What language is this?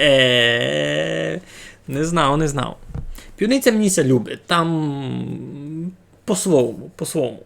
Rusyn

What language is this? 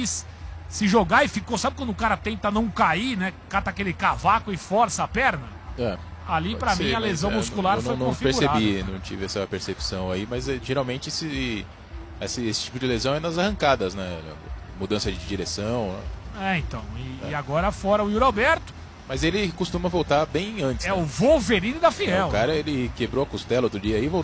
Portuguese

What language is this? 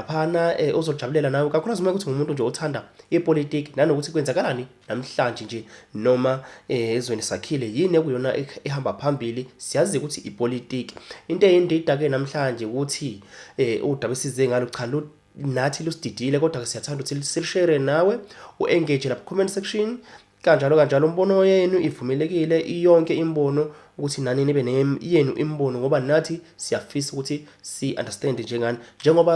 Zulu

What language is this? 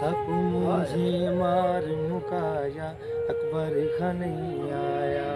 Saraiki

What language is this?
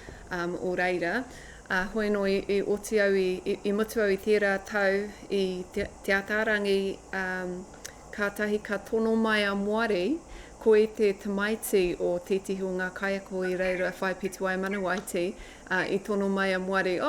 Māori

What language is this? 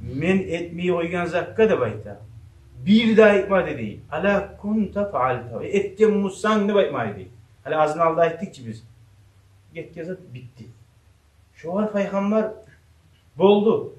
Kumyk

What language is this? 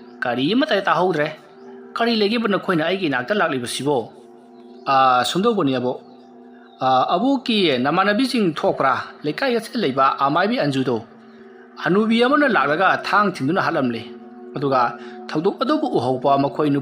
Manipuri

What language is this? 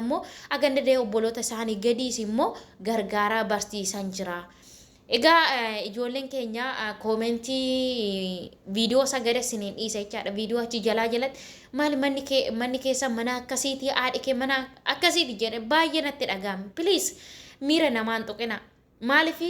Oromo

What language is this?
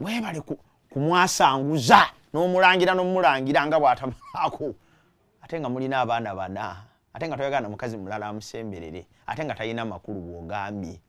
Ganda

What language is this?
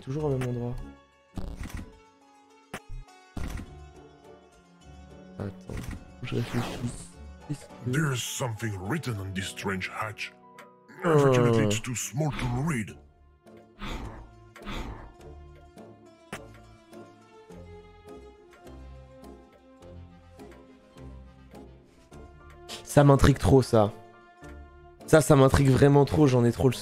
French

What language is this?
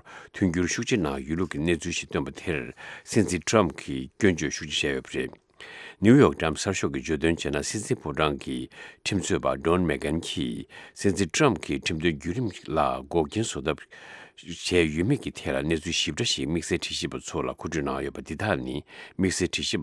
Tibetan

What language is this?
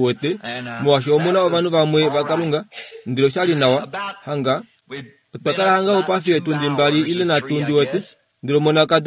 Kuanyama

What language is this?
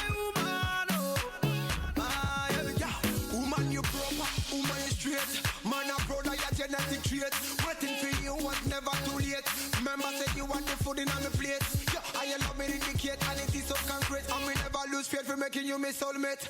Nigerian Pidgin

